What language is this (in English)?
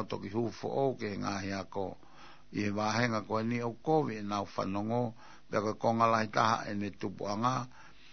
Tongan